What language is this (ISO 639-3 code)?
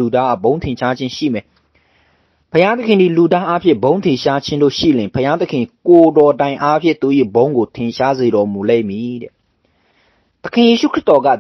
mya